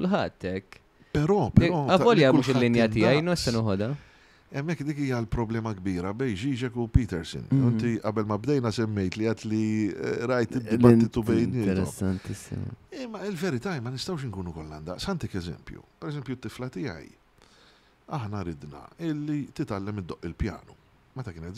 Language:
Maltese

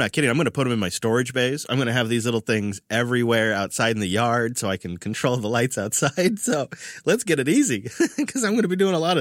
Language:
English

